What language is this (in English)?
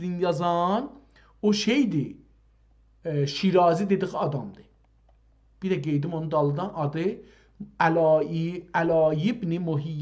South Azerbaijani